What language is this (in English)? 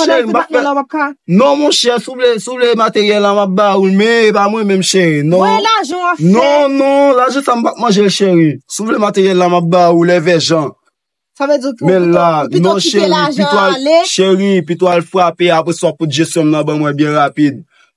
Haitian Creole